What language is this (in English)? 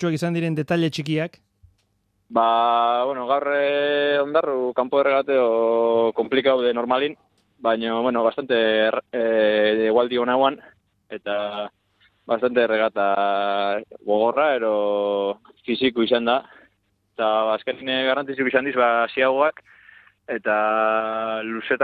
Basque